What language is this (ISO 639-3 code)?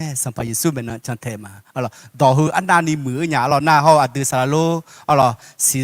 ahk